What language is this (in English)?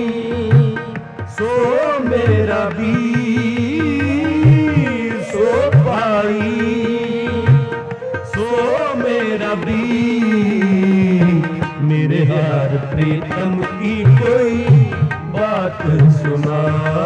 Punjabi